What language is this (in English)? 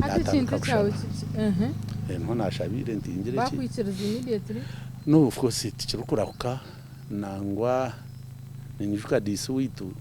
Nyankole